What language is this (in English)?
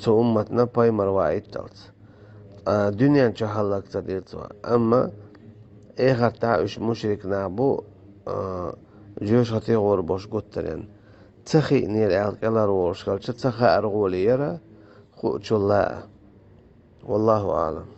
Chechen